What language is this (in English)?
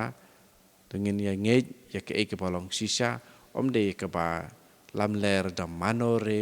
Khasi